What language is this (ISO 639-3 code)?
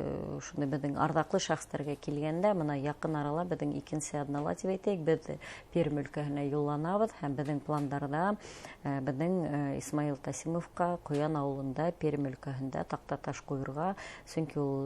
bak